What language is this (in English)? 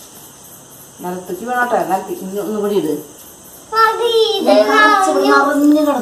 Malayalam